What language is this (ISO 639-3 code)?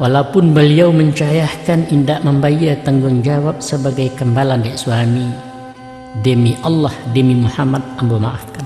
min